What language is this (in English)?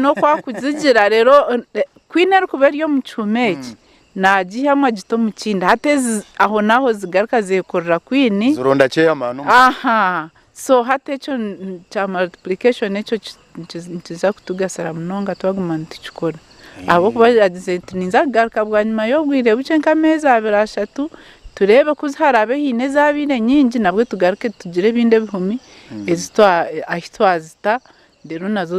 Nyankole